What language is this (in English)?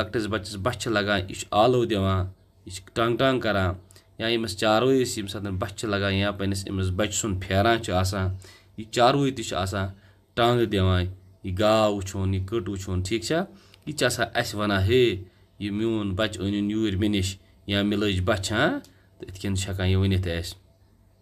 Kashmiri